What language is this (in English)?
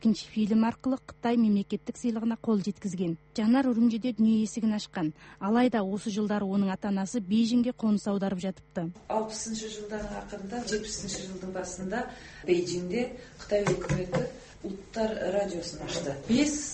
Kazakh